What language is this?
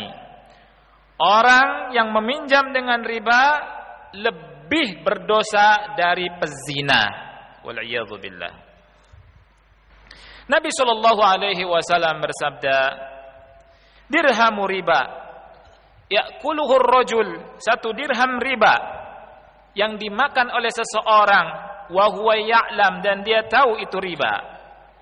Indonesian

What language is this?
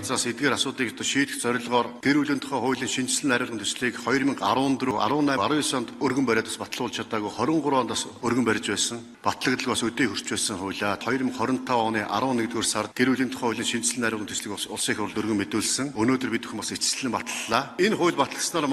Mongolian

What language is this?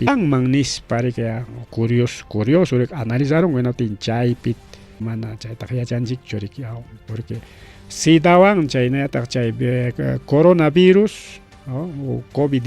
Ayacucho Quechua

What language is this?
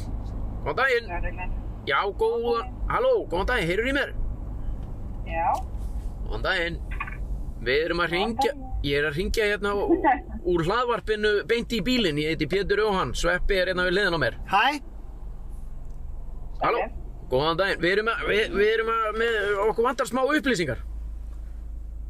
Icelandic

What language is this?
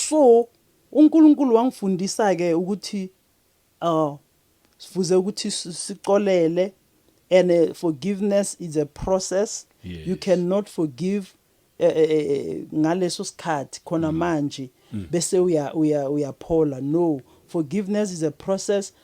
Zulu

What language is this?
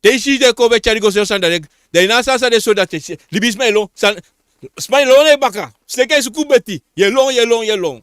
Sranan Tongo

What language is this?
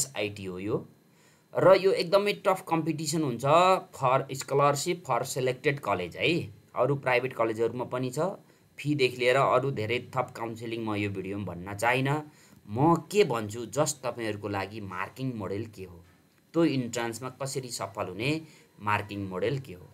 Nepali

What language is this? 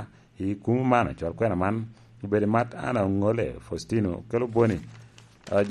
Lango (Uganda)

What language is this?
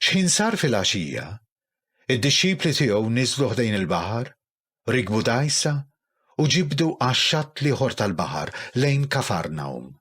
Maltese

